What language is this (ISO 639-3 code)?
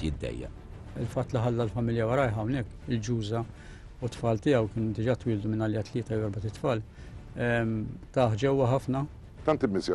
mlt